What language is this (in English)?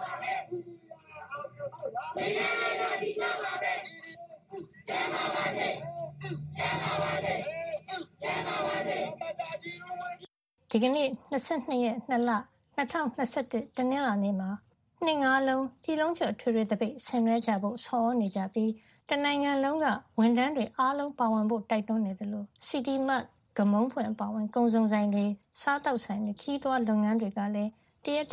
Burmese